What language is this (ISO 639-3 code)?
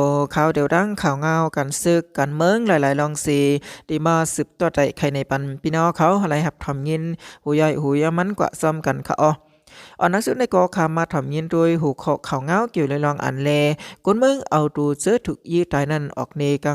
shn